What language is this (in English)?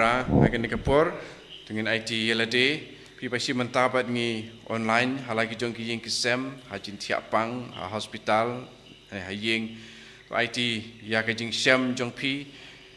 Khasi